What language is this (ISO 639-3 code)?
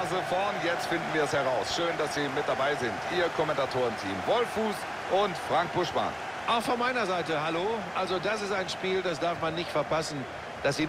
deu